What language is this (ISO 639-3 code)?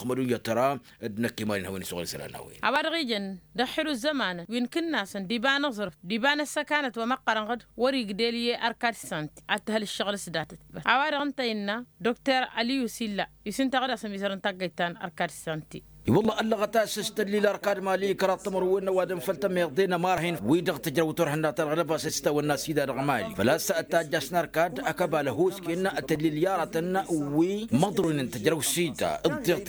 taq